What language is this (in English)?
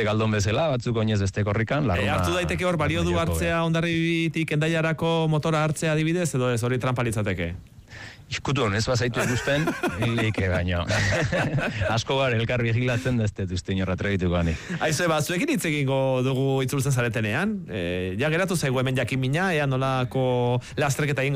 Basque